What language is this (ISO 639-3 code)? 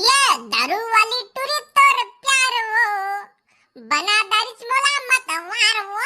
hne